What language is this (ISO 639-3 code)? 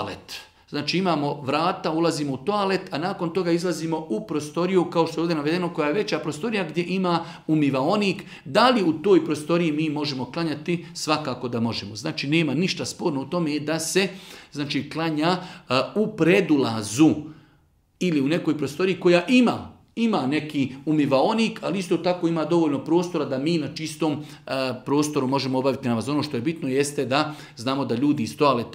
bos